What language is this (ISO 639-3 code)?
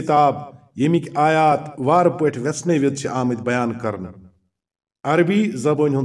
kas